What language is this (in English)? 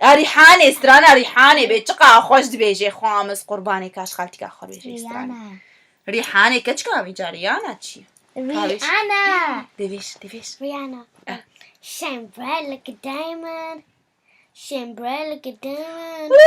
Kurdish